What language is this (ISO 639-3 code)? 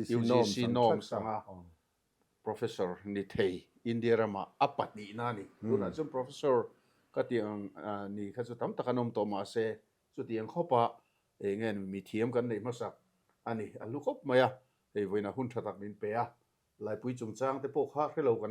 lus